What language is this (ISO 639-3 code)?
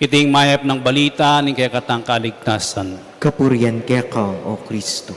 pam